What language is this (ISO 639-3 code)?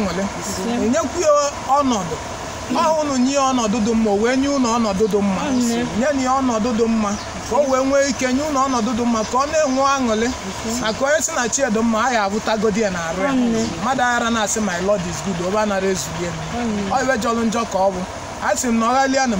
ibo